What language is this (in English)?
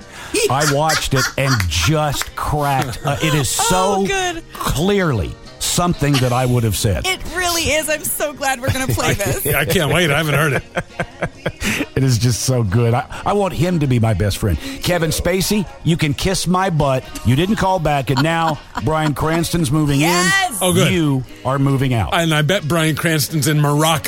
English